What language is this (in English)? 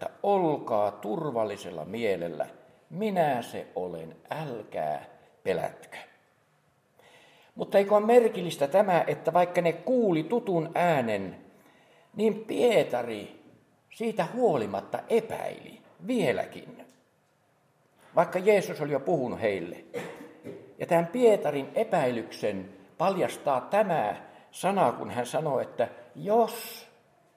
Finnish